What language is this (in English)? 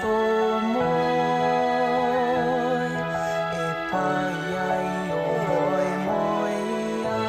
Māori